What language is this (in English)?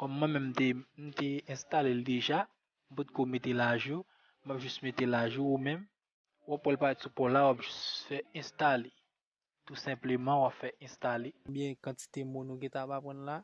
Haitian Creole